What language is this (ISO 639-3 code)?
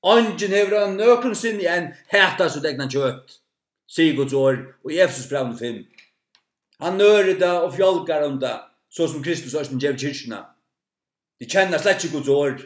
fao